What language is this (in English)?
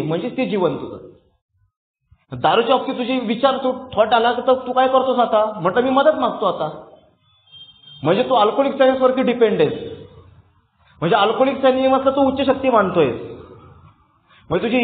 Marathi